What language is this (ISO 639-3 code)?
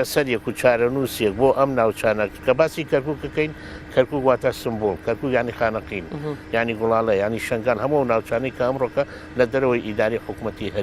ckb